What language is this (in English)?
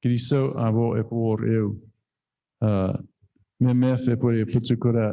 Chuukese